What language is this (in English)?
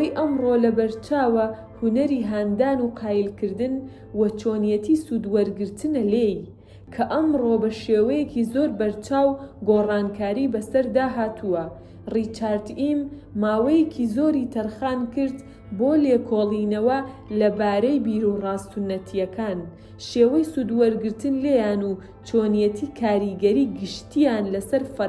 Central Kurdish